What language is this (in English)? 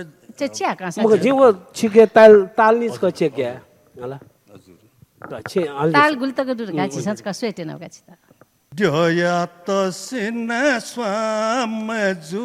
Newari